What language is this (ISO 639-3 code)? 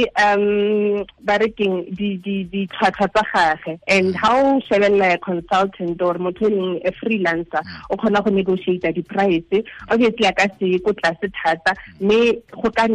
tsn